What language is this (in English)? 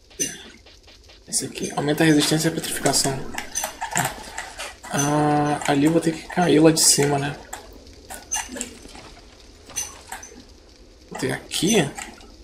Portuguese